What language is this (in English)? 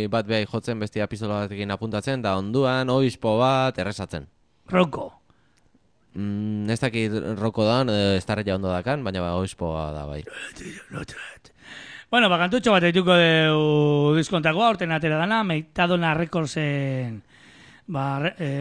Basque